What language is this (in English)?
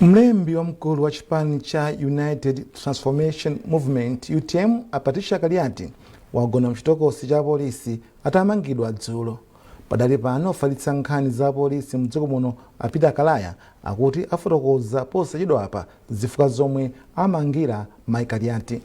Nyanja